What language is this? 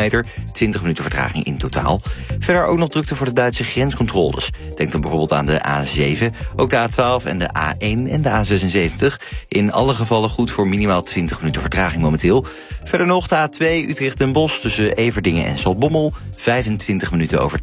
Dutch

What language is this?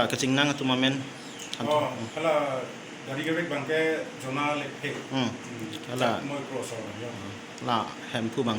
Karbi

